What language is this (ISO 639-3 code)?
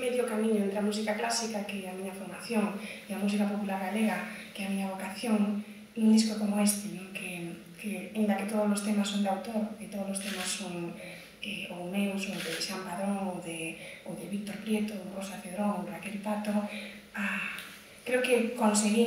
glg